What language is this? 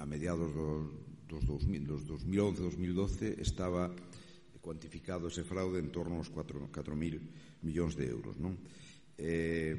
Galician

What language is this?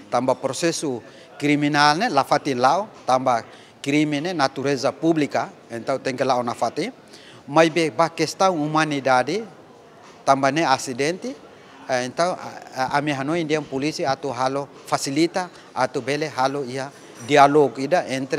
Tetum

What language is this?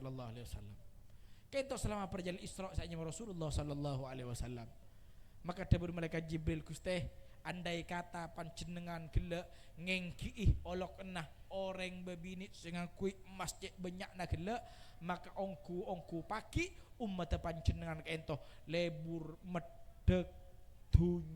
Madurese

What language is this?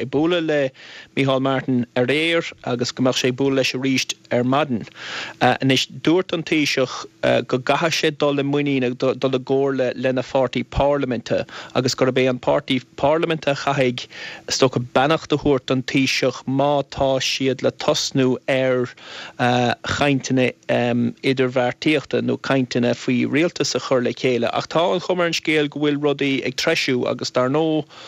Irish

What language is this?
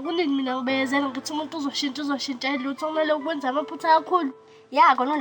Zulu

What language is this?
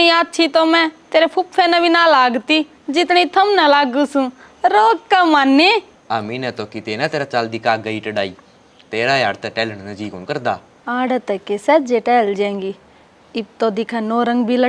Haryanvi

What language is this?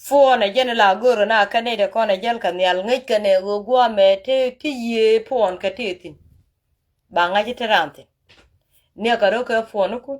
Nuer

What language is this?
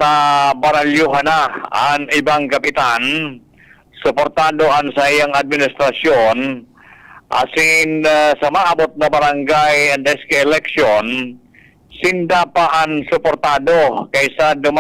Bikol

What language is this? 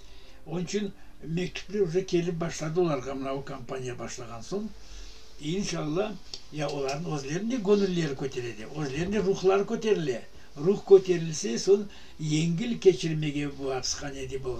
Crimean Tatar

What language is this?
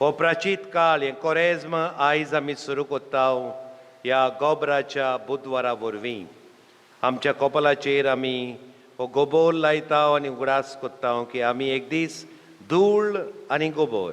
Konkani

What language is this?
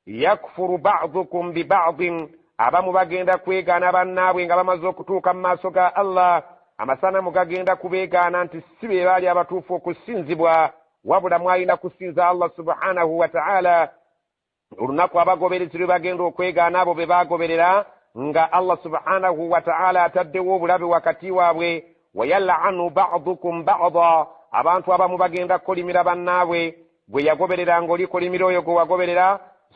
Ganda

